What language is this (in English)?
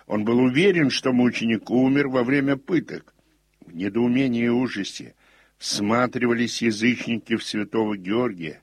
Russian